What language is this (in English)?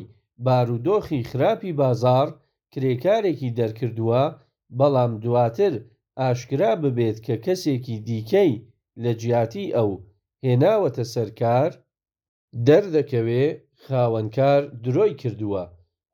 Central Kurdish